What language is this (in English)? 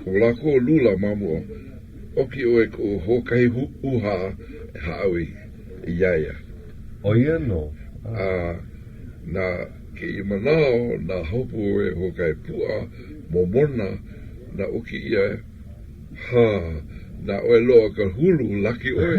Hawaiian